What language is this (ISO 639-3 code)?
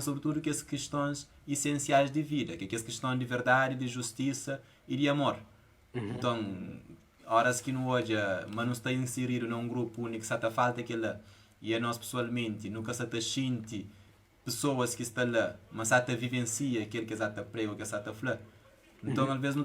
kea